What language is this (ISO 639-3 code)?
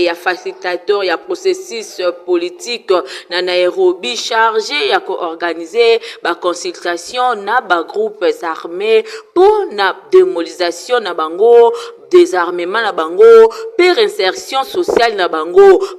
lin